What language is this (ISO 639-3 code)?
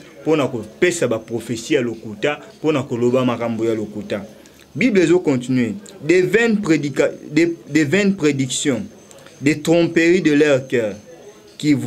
lin